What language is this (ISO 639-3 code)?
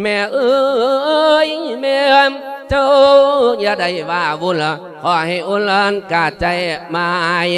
lao